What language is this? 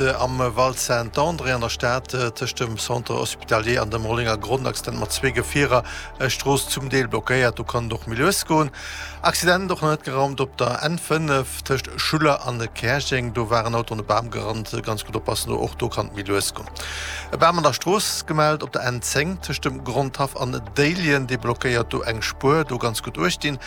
Luxembourgish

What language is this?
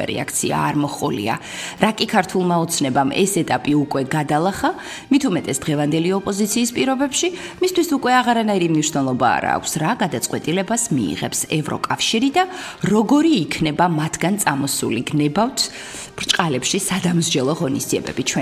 Georgian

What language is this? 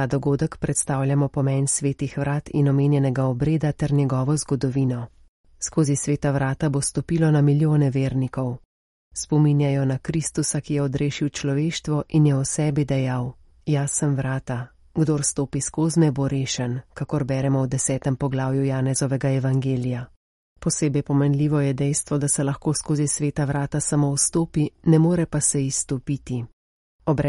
Slovenian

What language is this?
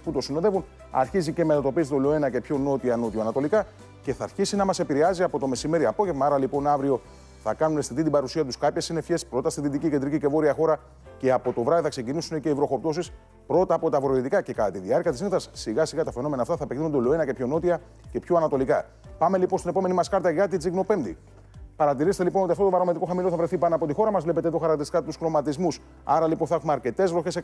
Greek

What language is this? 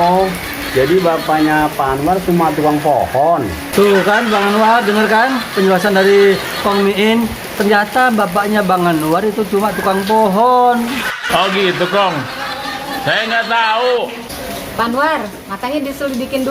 Betawi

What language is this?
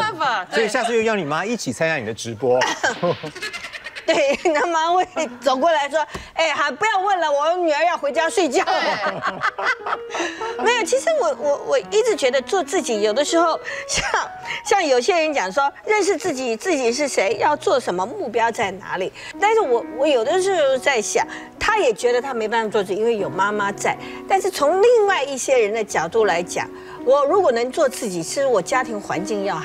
Chinese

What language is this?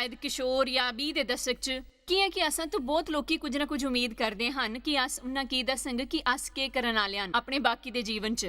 Dogri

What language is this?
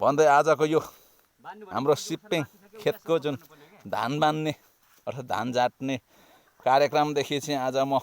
Nepali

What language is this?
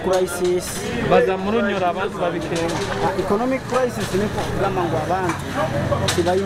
Nyoro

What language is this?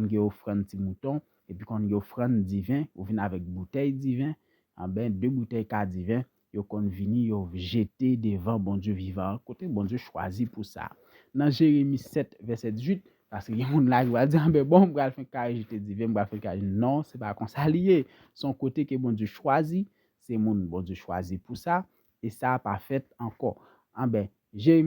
Haitian Creole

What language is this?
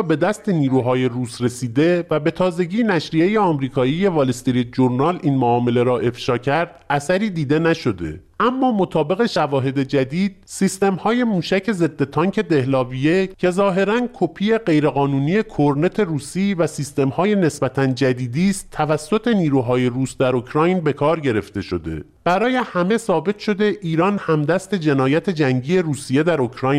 Persian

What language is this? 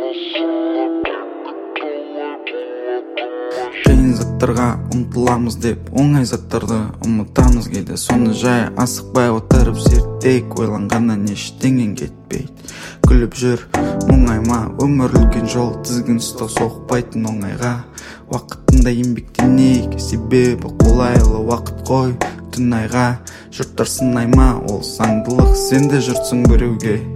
Kazakh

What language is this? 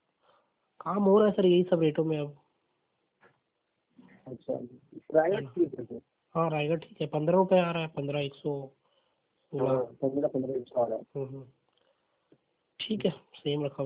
Hindi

